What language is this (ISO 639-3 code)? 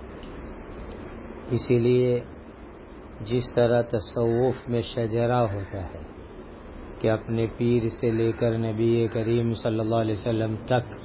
urd